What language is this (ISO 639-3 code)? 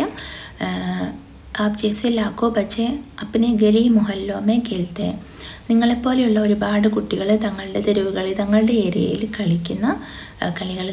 mal